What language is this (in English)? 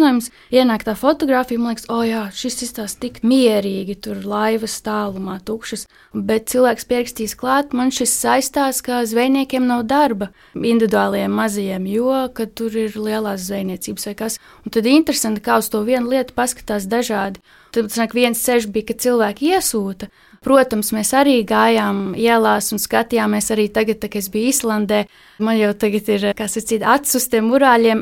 Latvian